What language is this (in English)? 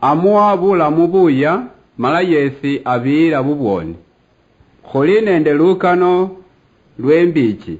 Luyia